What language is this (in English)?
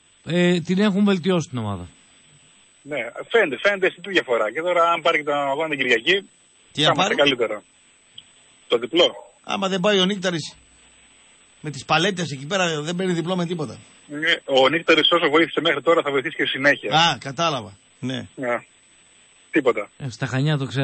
Greek